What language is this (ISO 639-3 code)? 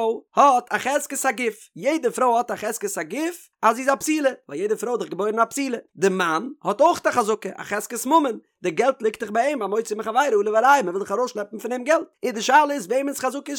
yid